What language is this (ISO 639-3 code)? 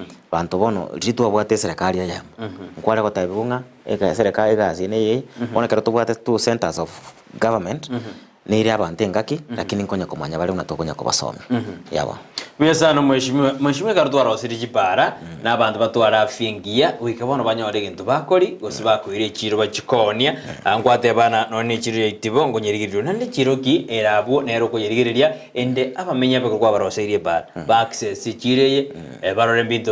guz